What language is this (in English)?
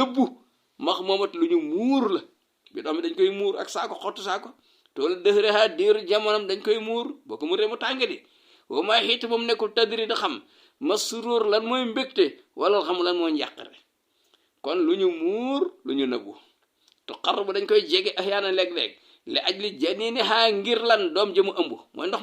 Wolof